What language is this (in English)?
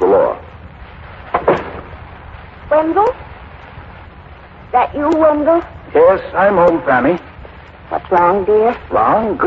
English